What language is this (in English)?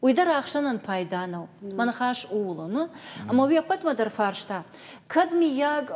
Ossetic